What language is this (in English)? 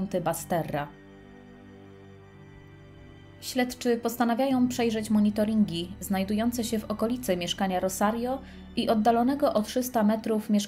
Polish